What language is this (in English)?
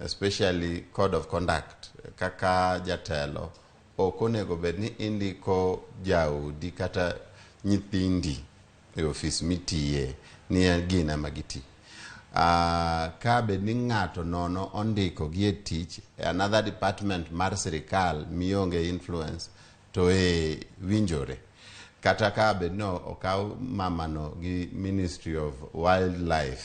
Luo (Kenya and Tanzania)